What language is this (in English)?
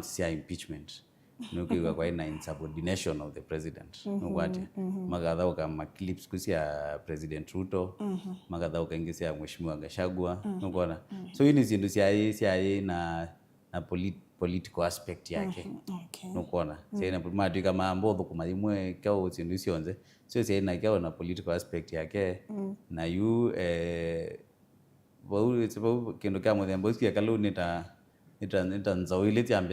Kamba